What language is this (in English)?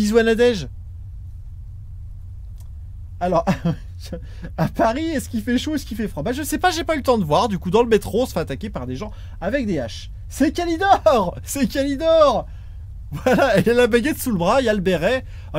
French